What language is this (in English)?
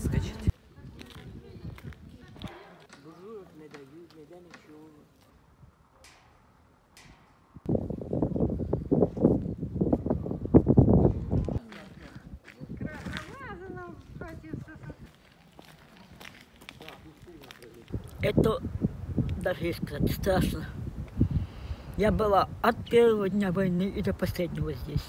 Ukrainian